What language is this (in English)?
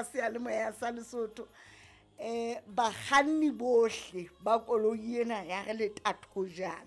Southern Sotho